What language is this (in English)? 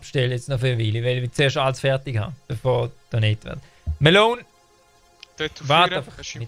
Swiss German